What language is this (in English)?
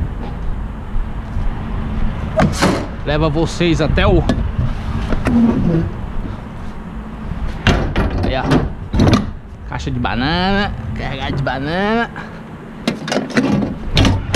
Portuguese